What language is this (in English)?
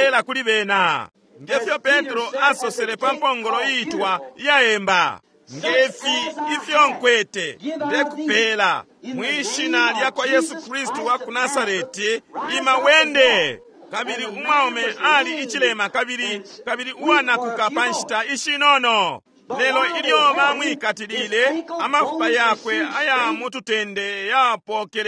Bemba